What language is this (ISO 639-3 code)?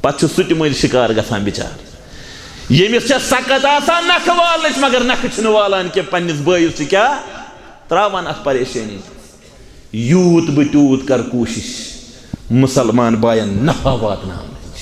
kas